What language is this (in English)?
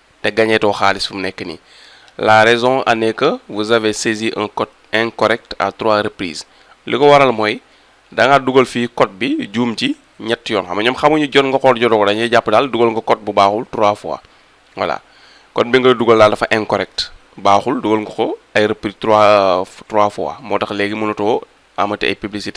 Wolof